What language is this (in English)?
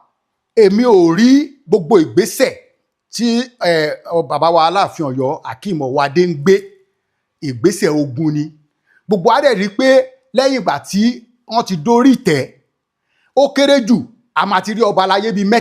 Yoruba